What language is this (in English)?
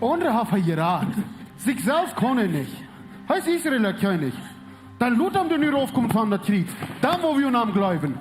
Plautdietsch